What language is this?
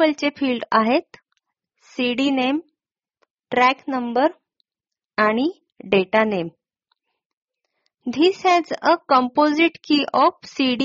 Marathi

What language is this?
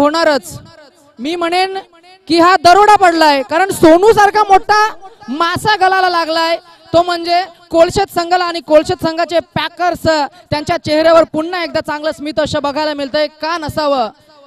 Marathi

